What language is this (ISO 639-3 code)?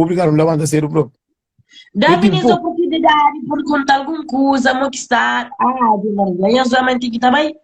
kea